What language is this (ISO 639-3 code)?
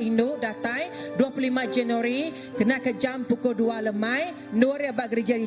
iba